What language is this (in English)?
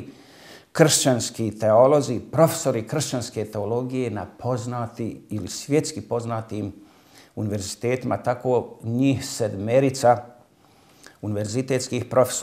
Bosnian